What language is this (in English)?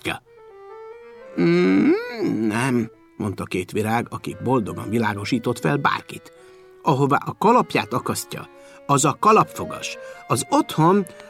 Hungarian